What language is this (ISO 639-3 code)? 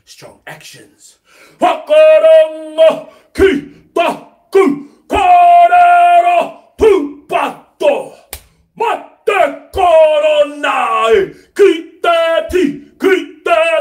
mri